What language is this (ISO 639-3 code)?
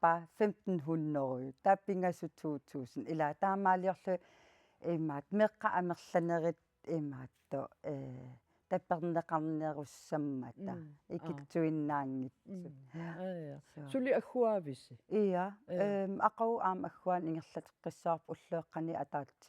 kal